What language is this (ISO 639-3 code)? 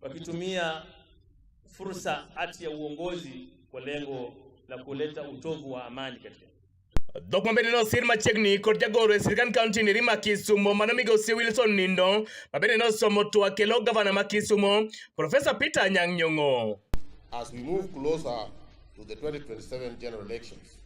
luo